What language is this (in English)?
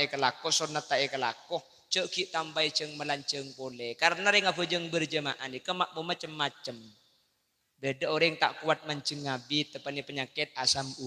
Madurese